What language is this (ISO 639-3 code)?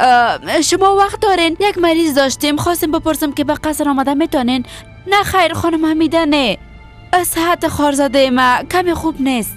fas